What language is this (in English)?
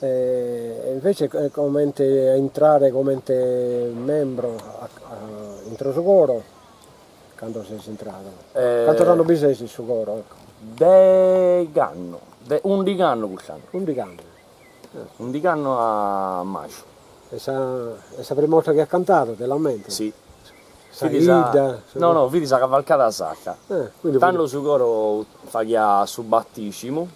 Sardinian